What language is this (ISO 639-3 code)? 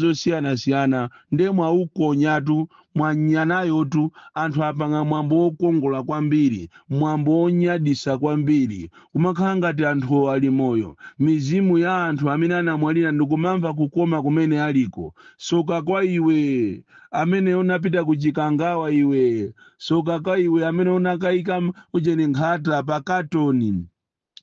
nya